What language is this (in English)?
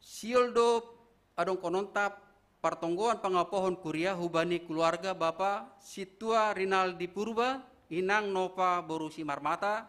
Batak Simalungun